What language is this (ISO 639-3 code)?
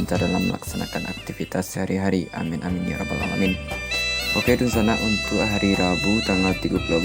min